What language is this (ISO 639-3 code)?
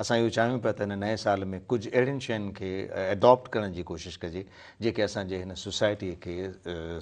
snd